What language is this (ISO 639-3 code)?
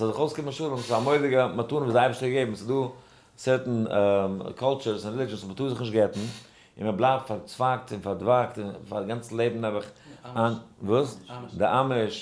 yid